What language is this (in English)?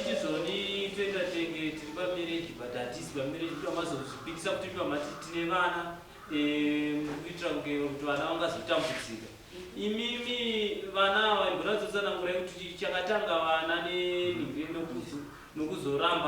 Shona